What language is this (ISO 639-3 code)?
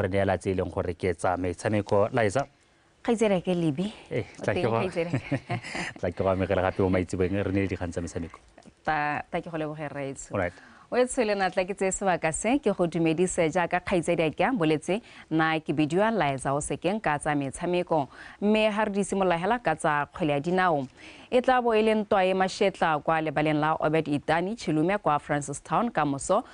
tsn